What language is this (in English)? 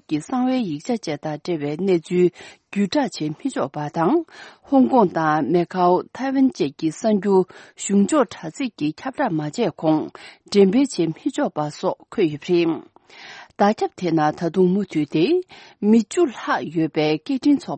Tibetan